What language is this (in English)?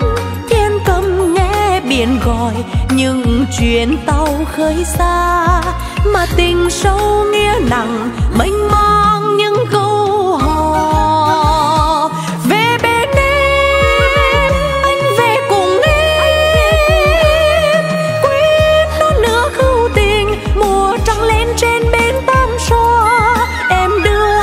Vietnamese